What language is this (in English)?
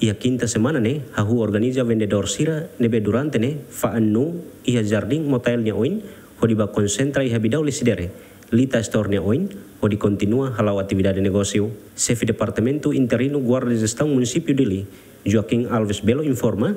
Tetum